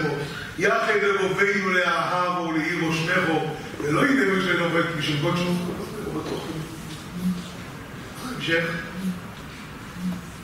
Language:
Hebrew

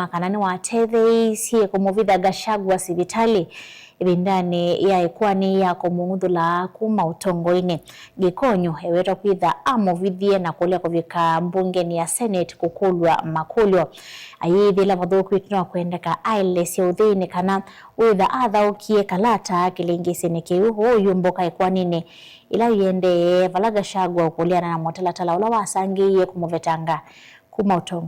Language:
Kamba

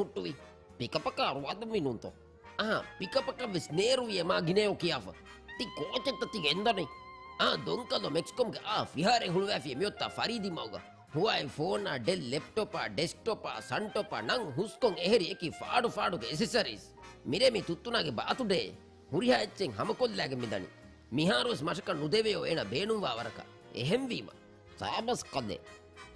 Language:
Divehi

